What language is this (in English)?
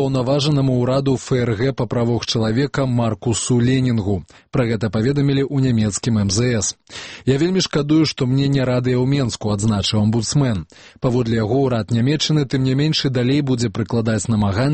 Belarusian